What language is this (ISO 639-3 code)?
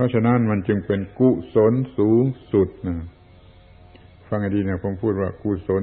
tha